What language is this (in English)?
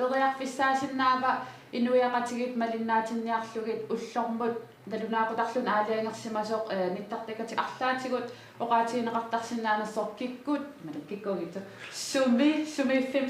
Kalaallisut